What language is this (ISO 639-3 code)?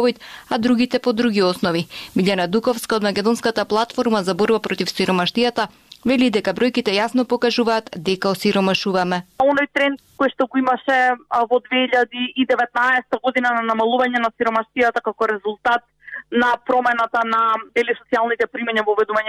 mkd